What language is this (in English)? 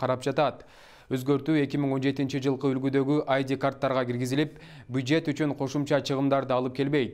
Kyrgyz